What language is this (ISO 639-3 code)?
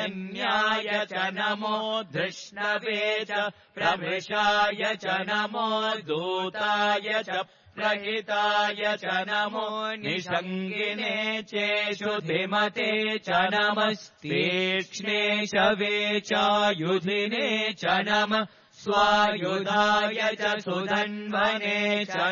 san